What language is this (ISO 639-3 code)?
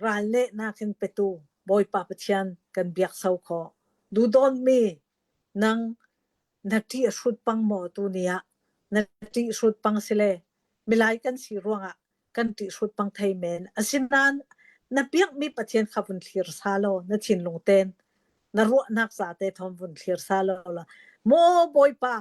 cnh